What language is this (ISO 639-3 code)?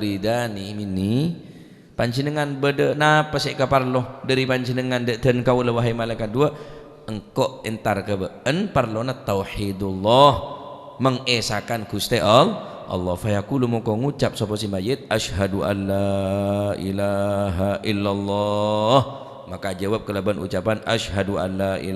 mad